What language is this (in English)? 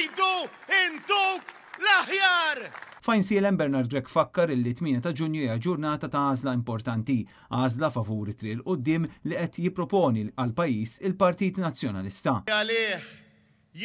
Maltese